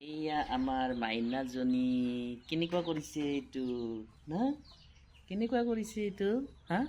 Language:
Assamese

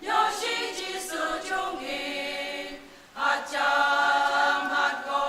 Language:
Naga Pidgin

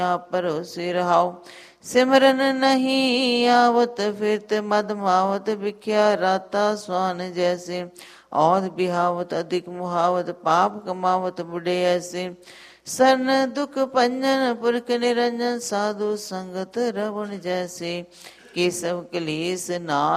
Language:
Punjabi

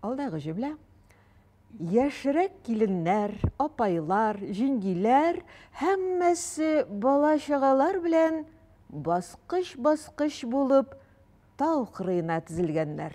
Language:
Tatar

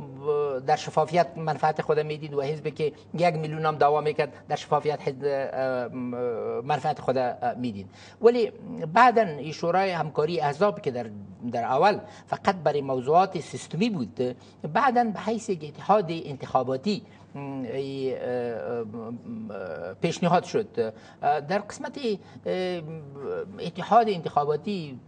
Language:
Persian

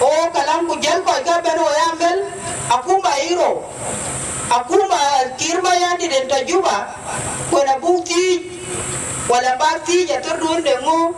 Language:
Dinka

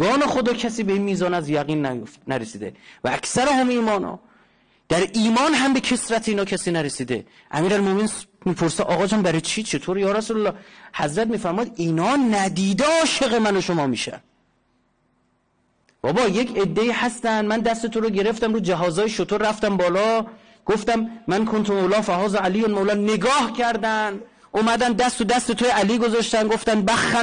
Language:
Persian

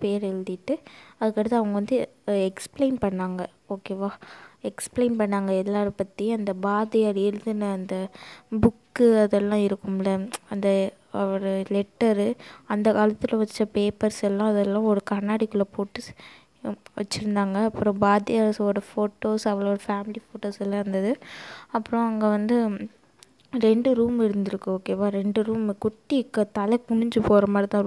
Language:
Tamil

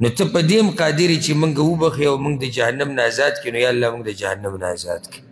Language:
Pashto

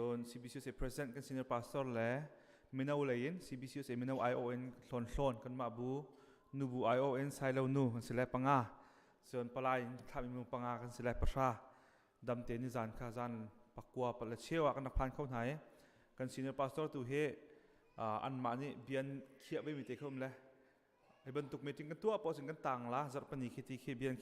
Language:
Hakha Chin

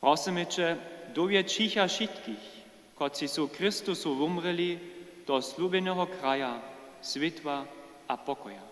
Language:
Upper Sorbian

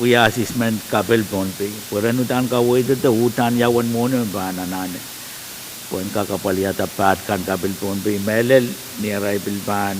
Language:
Pohnpeian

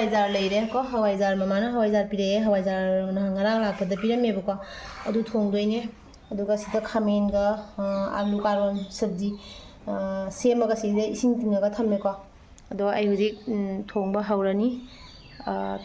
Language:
Manipuri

